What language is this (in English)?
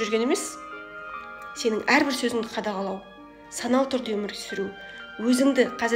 Kazakh